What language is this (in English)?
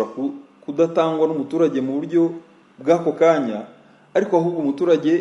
Kinyarwanda